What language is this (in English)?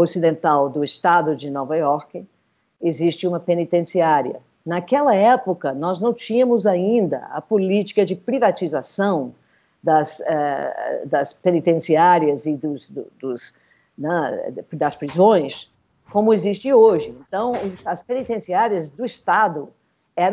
Portuguese